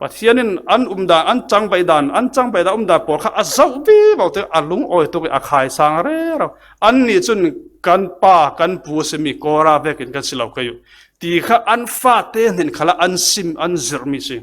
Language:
Falam Chin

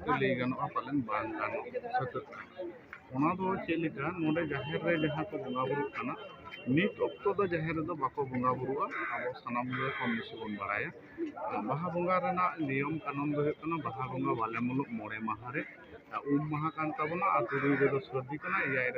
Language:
Santali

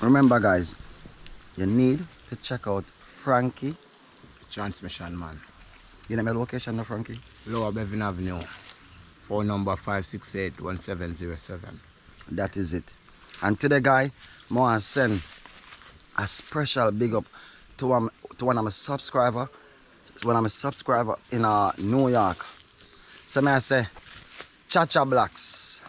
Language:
Jamaican Creole English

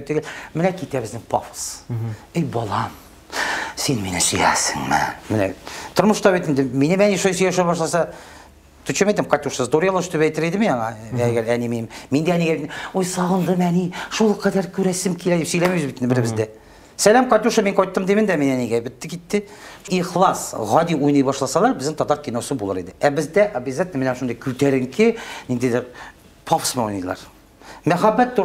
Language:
Tatar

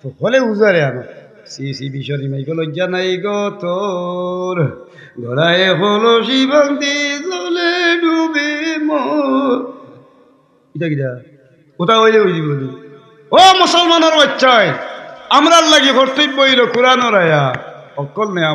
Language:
Sylheti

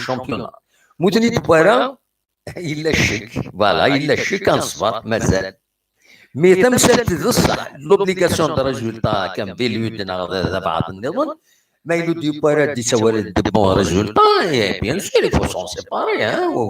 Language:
Kabyle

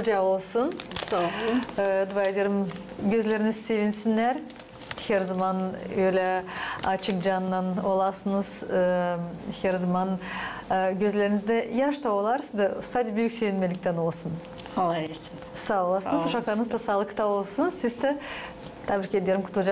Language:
Gagauz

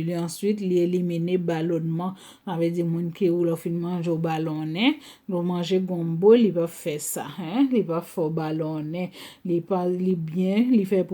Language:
Haitian Creole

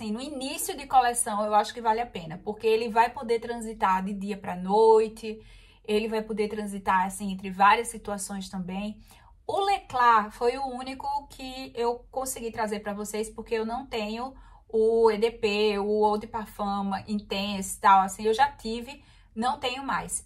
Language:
Portuguese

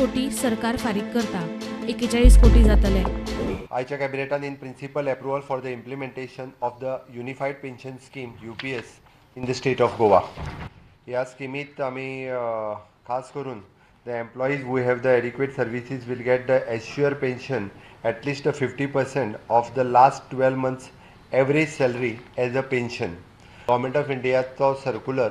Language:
Konkani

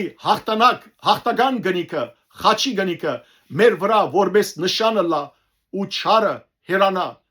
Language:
Western Armenian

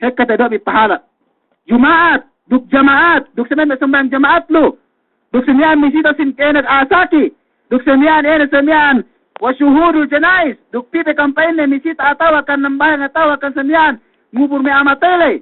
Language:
Yakan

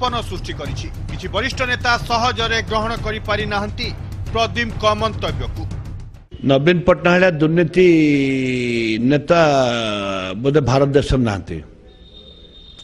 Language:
Odia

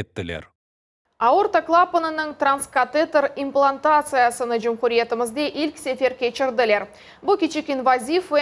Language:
Crimean Tatar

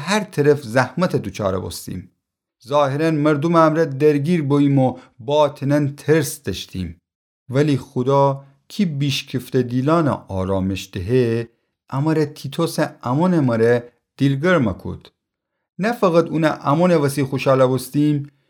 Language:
Gilaki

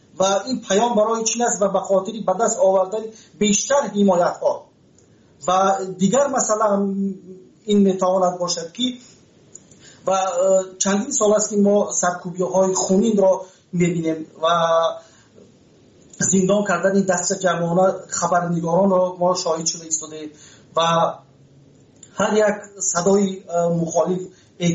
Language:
Persian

